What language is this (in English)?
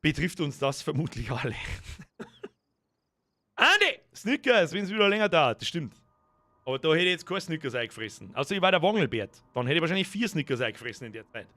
Bavarian